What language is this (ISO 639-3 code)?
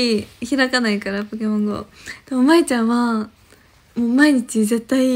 jpn